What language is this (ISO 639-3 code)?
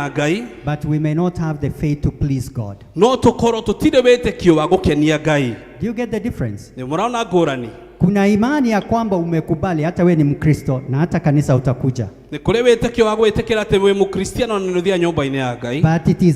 kik